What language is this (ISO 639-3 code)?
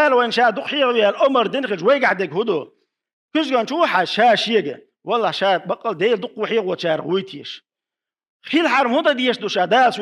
che